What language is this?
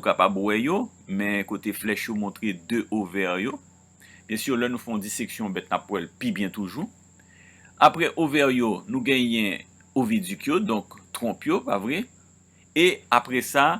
Haitian Creole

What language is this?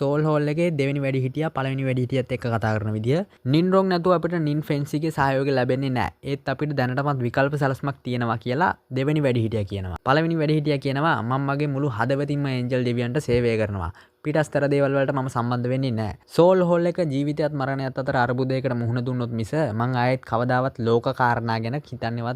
Sinhala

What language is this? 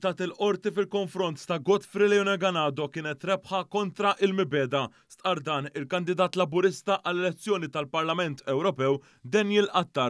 Maltese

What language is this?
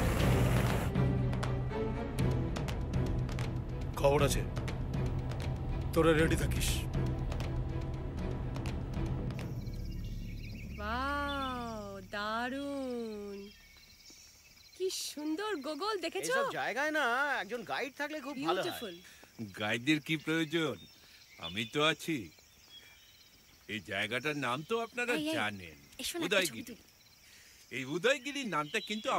Bangla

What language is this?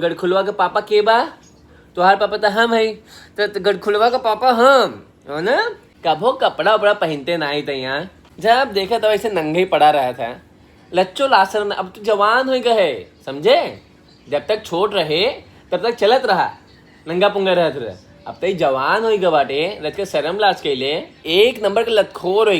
Bhojpuri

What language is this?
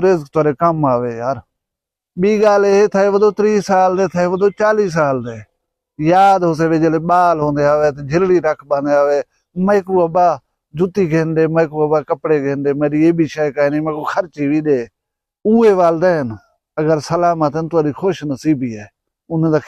Saraiki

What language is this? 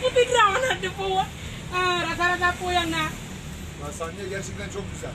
Achinese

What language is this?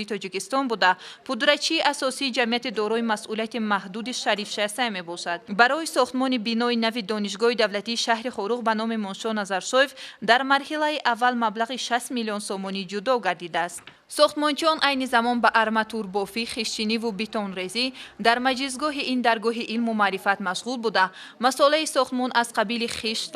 Tajik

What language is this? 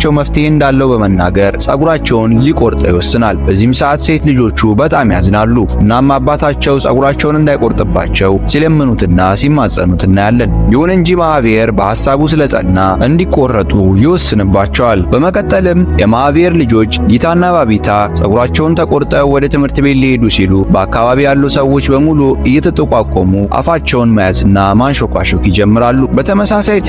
Amharic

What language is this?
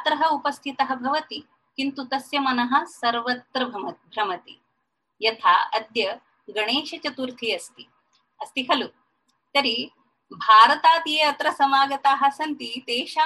Sanskrit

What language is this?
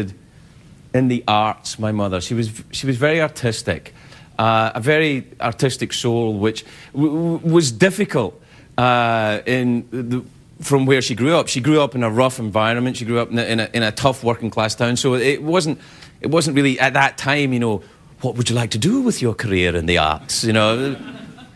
English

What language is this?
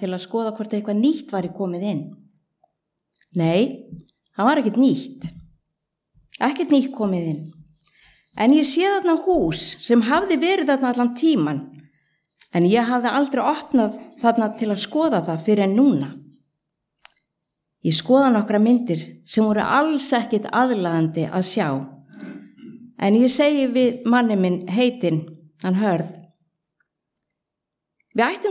Icelandic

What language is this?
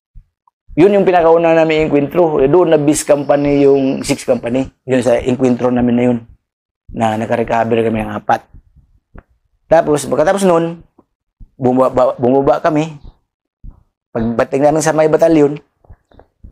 Filipino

